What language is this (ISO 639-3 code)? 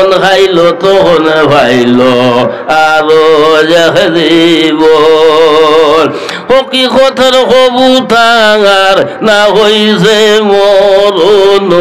syl